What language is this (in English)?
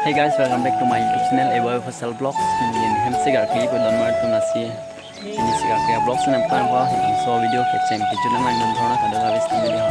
Karbi